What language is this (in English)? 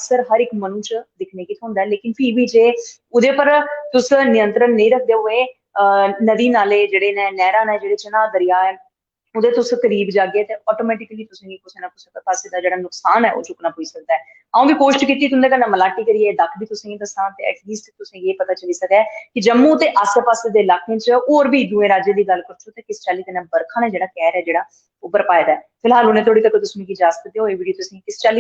Dogri